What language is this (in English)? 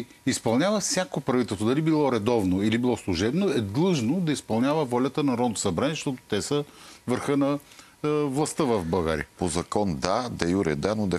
Bulgarian